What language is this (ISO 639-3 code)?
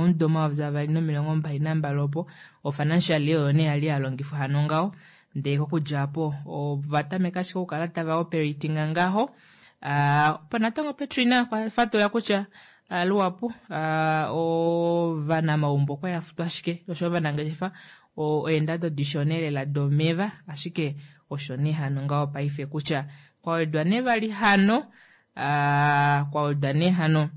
kua